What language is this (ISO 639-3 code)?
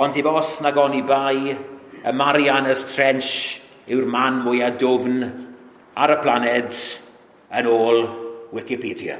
cym